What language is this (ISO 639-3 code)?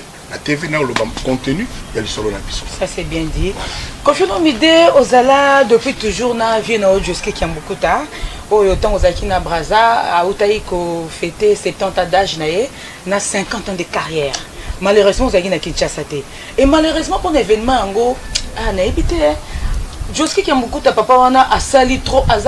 lin